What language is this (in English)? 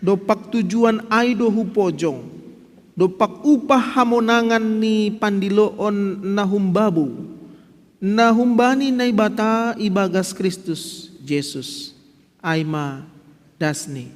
Batak Simalungun